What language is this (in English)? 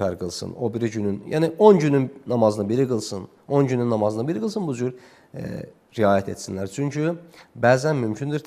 Azerbaijani